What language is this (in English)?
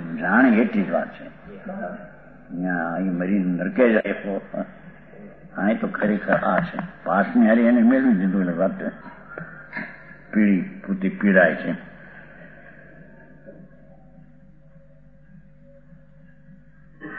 Gujarati